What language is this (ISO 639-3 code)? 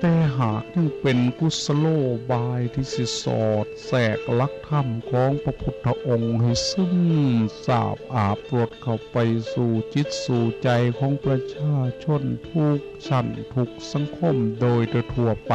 tts